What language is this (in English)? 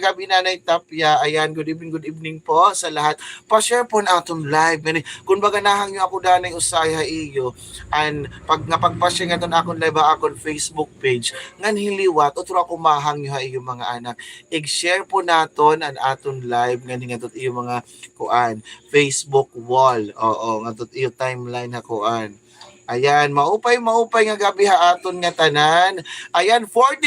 Waray